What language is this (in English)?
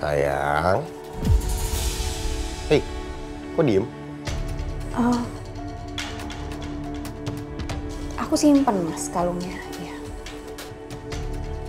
Indonesian